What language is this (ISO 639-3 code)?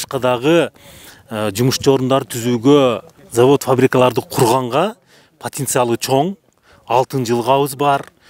kir